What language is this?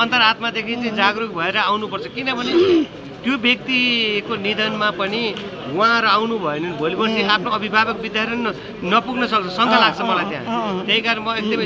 Nepali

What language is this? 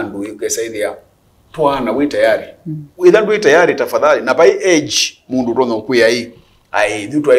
Kamba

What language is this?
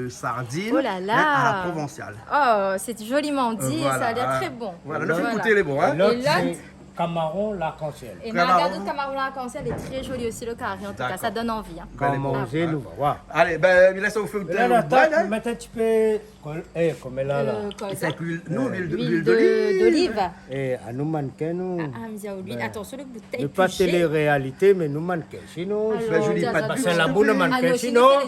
Réunion Creole French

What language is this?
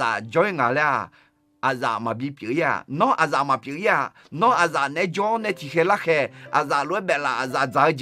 Akha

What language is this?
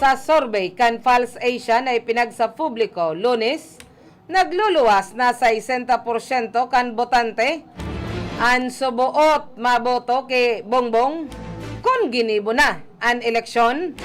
Bikol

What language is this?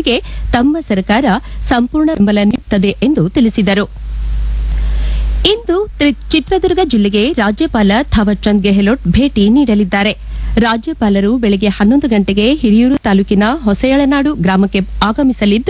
Kannada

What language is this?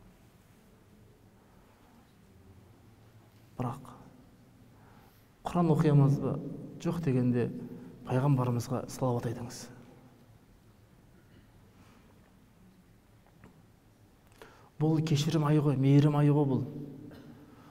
Kazakh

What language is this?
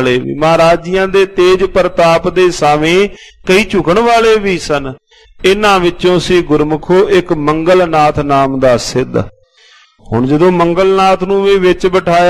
Punjabi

